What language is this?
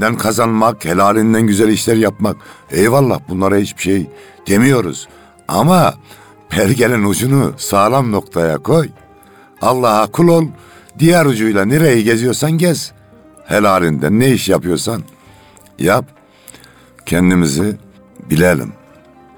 Turkish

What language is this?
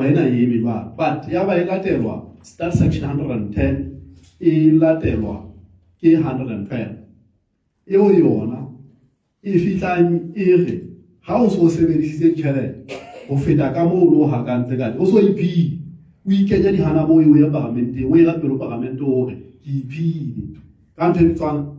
Southern Sotho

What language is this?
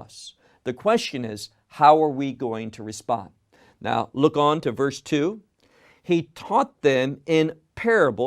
English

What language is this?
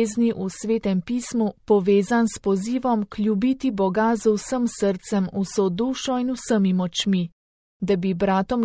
Slovenian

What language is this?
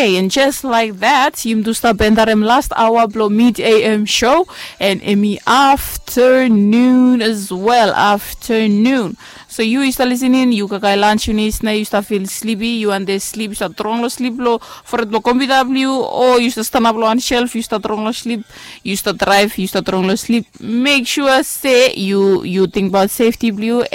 Bislama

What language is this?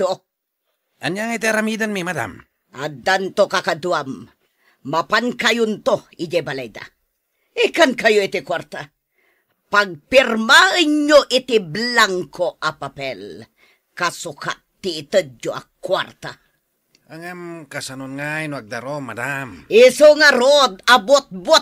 Iloko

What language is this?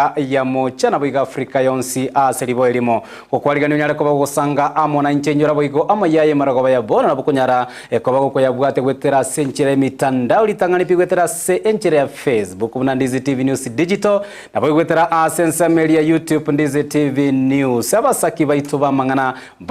Gusii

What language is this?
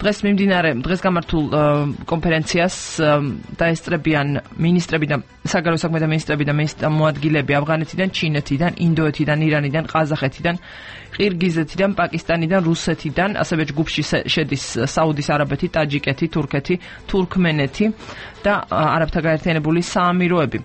Georgian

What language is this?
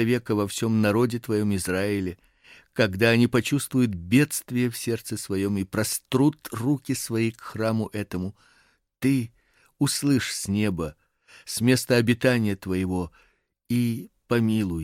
Russian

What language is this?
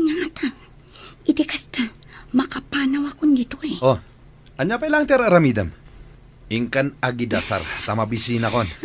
Iloko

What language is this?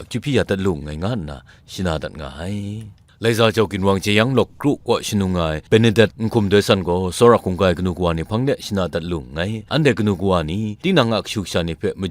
Kachin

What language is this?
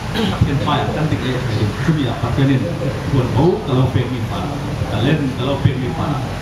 Falam Chin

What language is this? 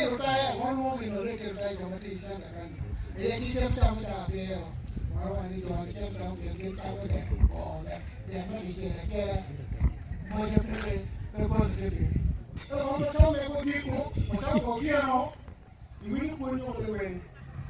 Acoli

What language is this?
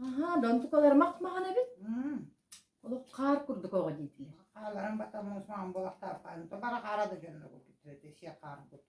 Yakut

